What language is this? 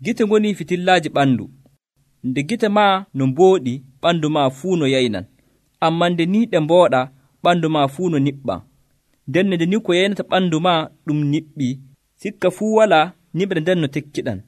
Nigerian Fulfulde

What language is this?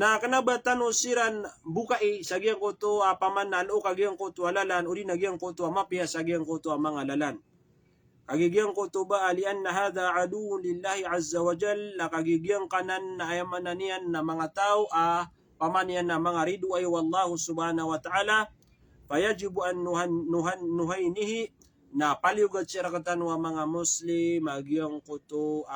Maranao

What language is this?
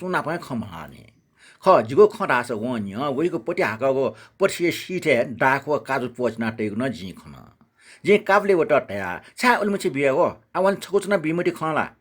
Newari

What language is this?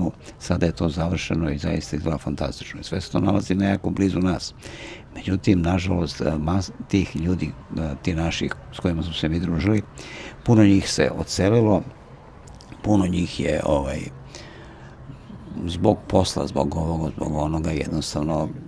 Serbian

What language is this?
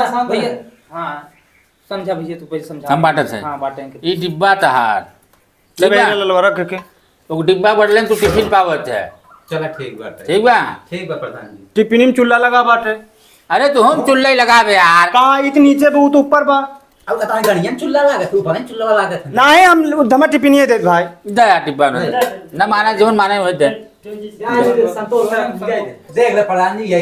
Awadhi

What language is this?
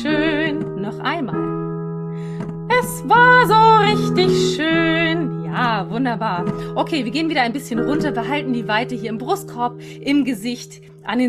German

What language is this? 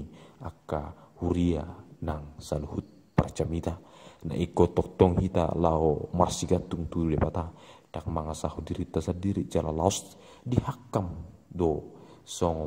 Batak Toba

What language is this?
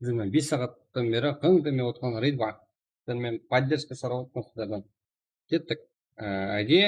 Kara-Kalpak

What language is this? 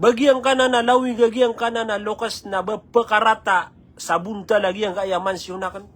Maranao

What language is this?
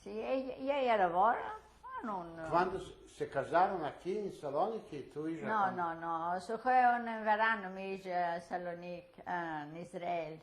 Ladino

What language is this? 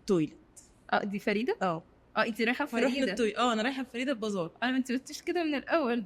Egyptian Arabic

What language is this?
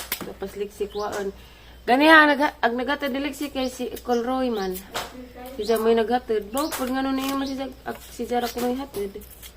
Cebuano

